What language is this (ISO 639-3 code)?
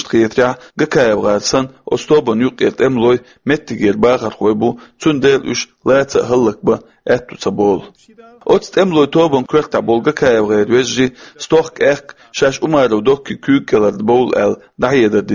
che